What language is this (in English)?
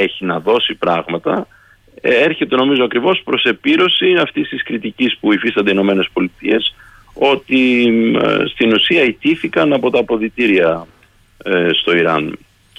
Greek